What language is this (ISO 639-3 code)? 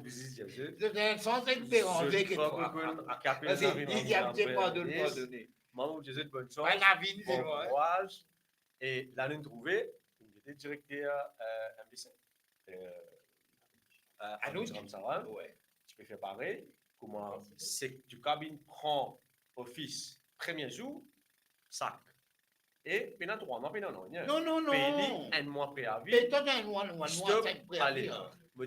mfe